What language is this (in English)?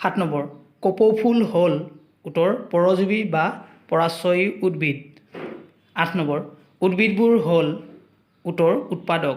Assamese